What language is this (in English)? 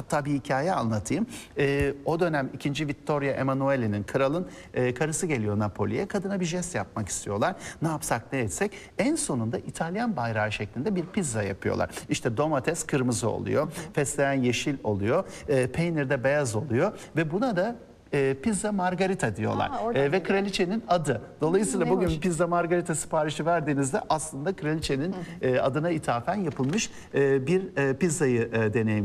Turkish